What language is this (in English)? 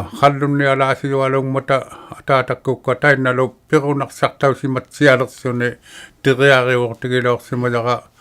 Inuktitut